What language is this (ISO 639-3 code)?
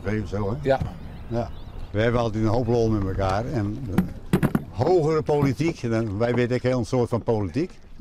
fry